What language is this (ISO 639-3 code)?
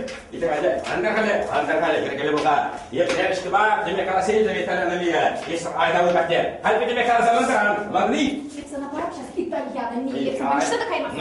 chv